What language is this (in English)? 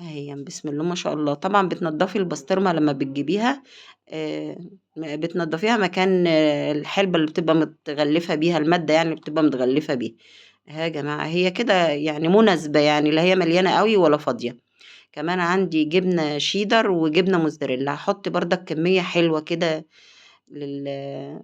Egyptian Arabic